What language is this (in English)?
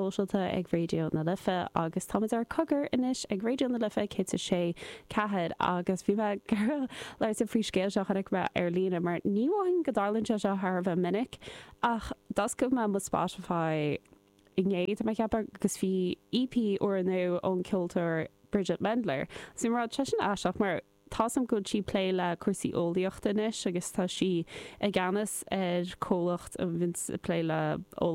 Irish